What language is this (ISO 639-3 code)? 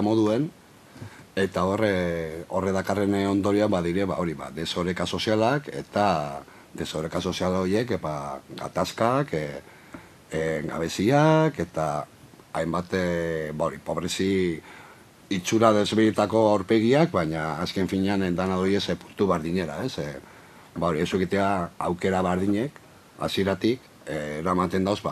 eus